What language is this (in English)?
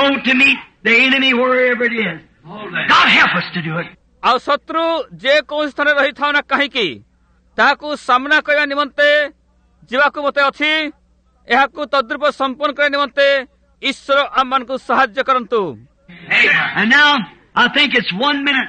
Odia